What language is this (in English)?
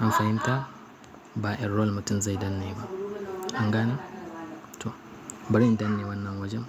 Hausa